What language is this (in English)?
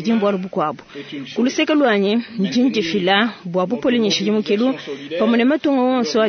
Luba-Lulua